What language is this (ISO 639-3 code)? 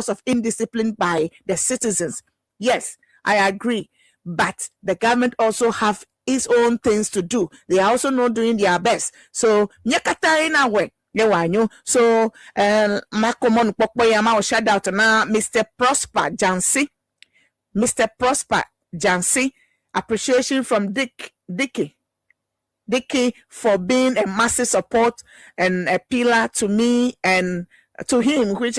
ewe